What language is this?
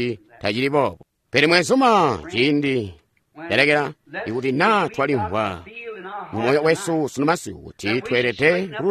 Tonga (Zambia)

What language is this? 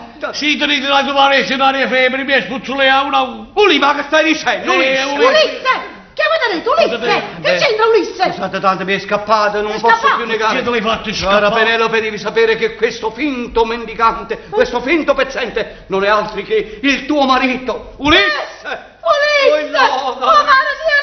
Neapolitan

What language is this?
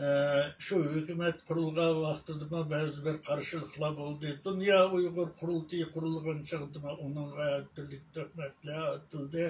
Uyghur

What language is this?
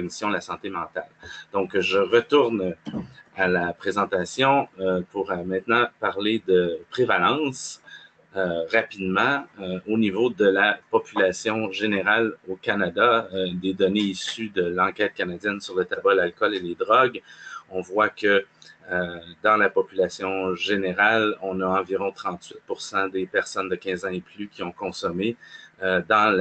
French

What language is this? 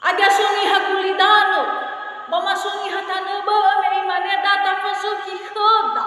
Nias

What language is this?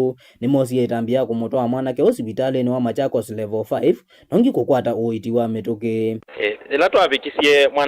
Kamba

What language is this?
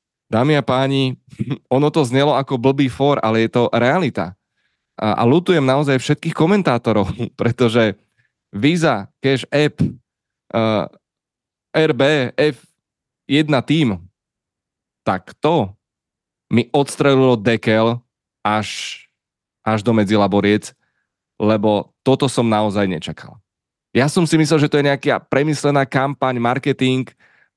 Slovak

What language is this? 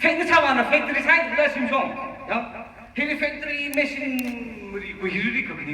Tangkhul Naga (India)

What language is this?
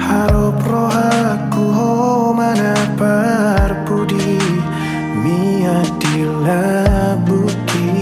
Batak Toba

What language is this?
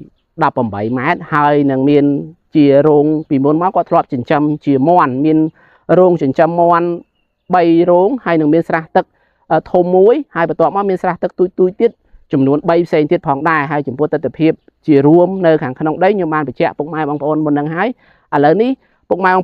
Khmer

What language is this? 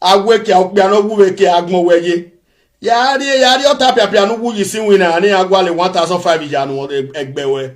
Nigerian Pidgin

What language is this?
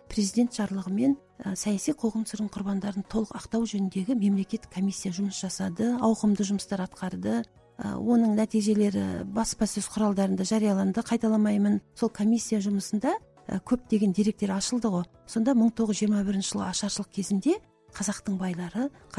Kazakh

